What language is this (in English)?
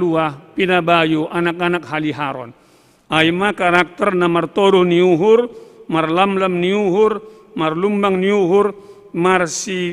Batak Simalungun